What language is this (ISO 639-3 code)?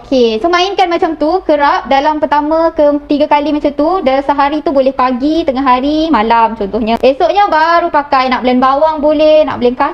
msa